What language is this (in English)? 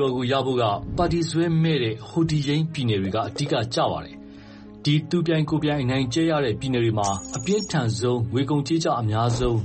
Burmese